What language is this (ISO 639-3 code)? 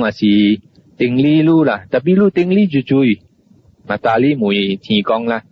nan